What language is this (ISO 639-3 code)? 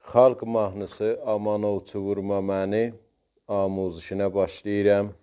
azb